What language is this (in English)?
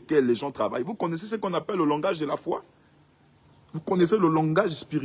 French